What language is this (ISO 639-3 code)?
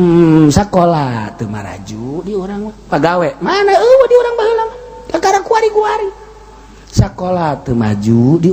sun